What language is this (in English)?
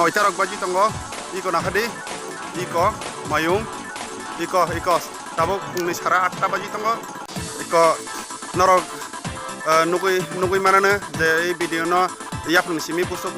Kok Borok